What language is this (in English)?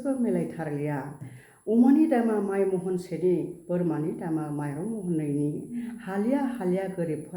Bodo